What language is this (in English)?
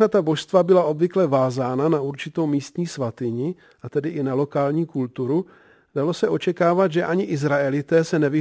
Czech